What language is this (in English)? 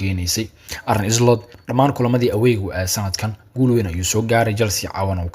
Somali